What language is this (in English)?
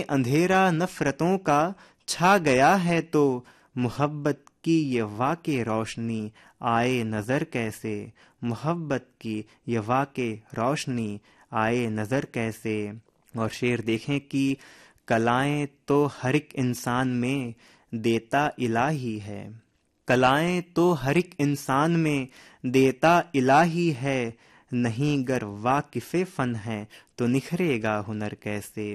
Urdu